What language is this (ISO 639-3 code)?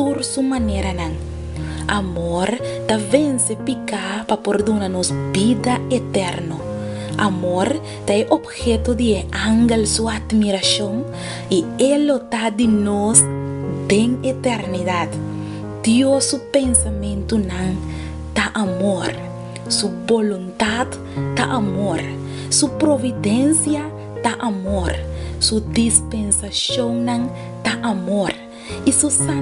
pap